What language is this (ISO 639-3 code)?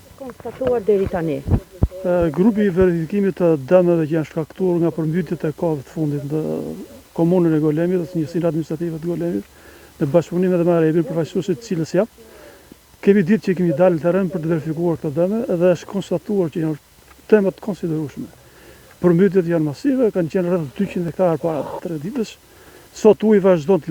sqi